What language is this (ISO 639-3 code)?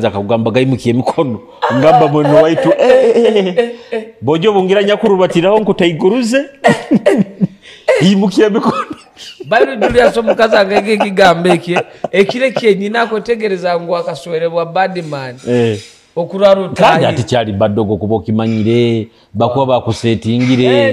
nyo